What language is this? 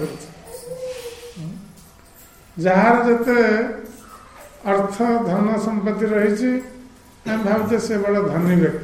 Odia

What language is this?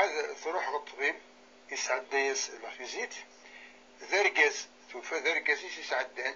Kabyle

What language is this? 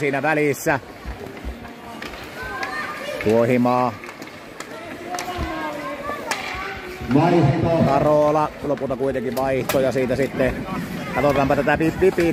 Finnish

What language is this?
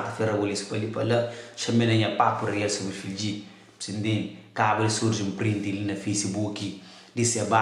Kabuverdianu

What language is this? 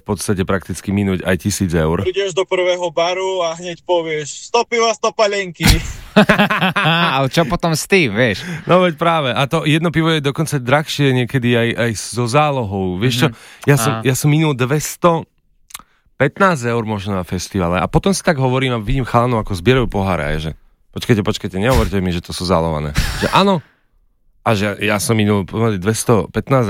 Slovak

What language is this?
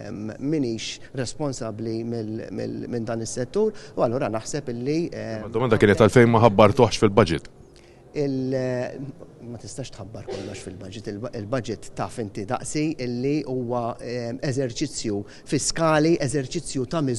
Maltese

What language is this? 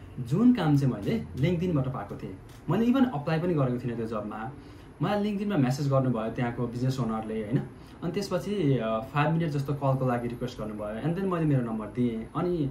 Nepali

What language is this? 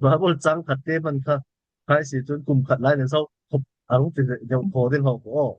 Falam Chin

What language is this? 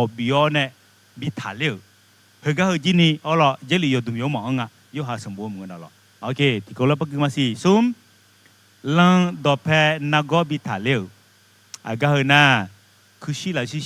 Akha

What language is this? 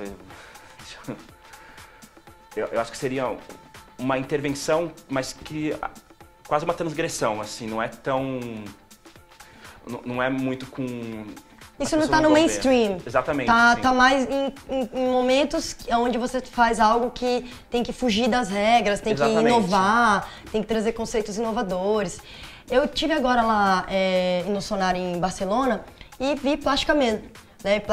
Portuguese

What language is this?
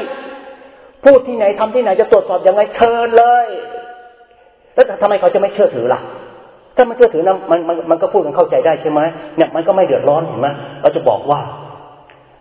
Thai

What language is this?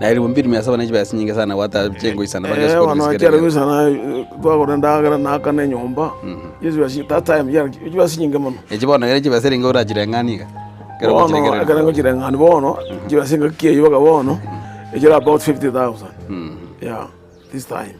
Gusii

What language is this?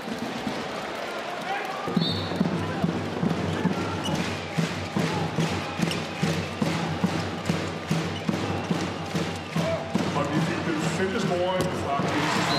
Danish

